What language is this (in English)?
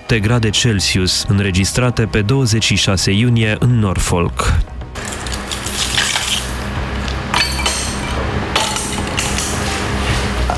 Romanian